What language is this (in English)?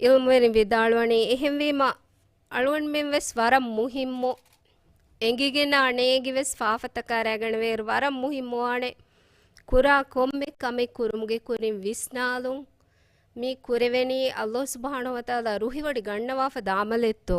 Divehi